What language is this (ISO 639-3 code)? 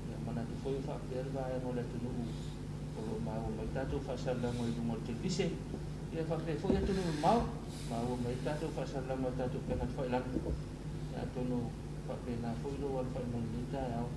smo